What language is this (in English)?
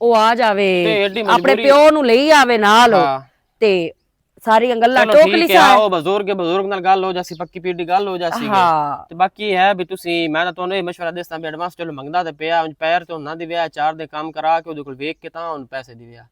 Western Panjabi